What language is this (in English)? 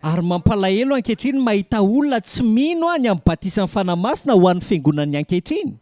Malagasy